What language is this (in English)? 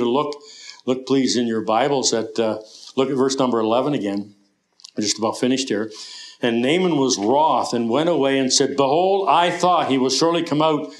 English